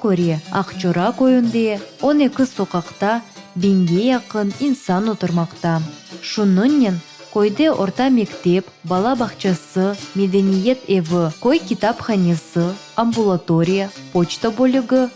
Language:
Crimean Tatar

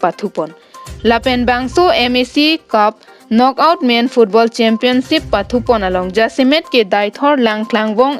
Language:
Karbi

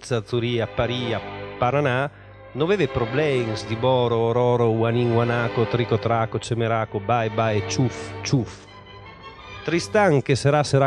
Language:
Friulian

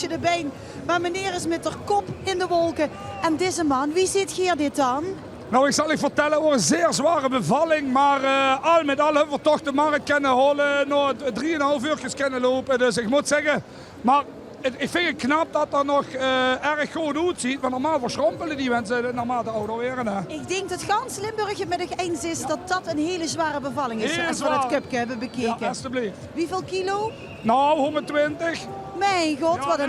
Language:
Limburgish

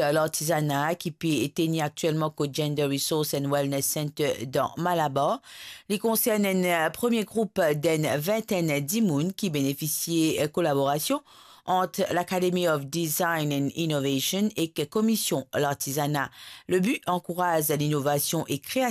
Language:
Morisyen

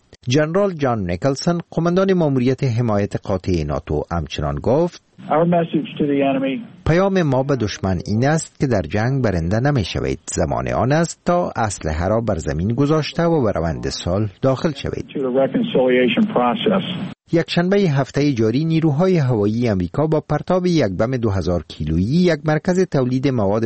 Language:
Persian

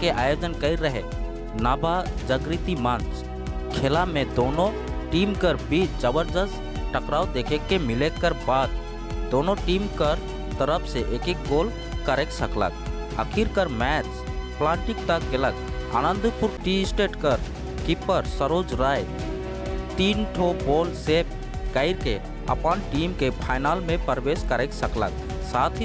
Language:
Sadri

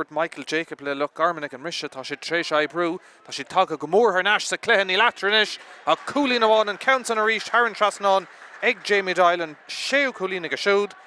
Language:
Irish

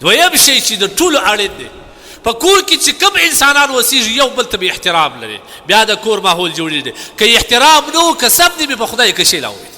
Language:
Pashto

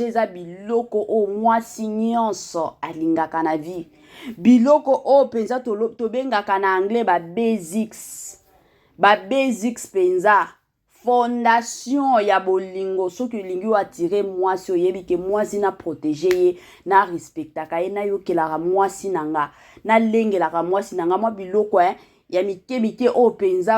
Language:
Lingala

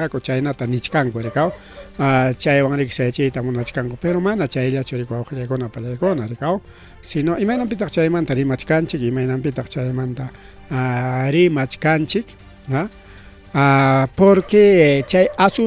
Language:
Ayacucho Quechua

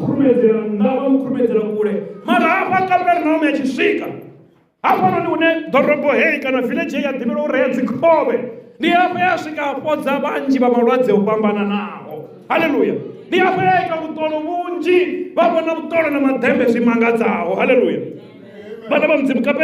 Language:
Venda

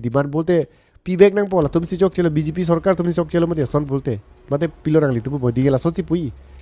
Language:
Karbi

